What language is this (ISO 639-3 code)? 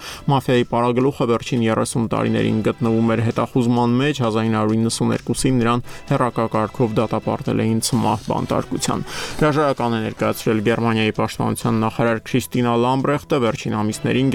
hye